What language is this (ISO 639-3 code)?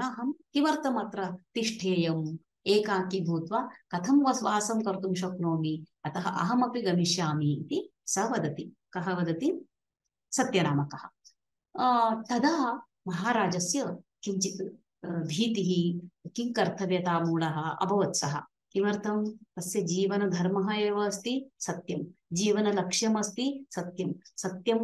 san